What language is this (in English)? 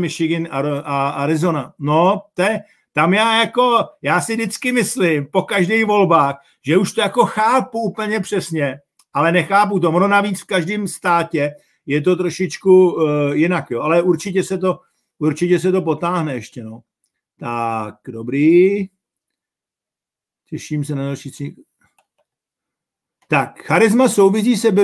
Czech